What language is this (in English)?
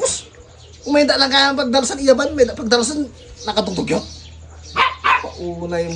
Iloko